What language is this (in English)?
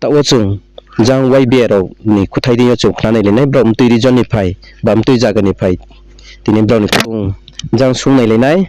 Riang (India)